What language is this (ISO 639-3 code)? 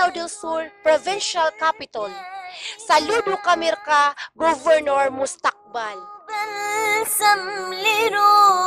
mrw